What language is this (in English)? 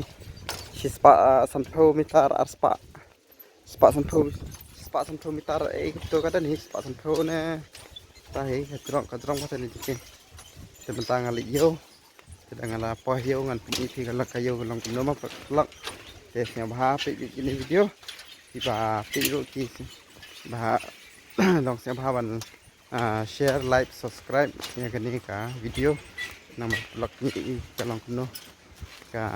Khasi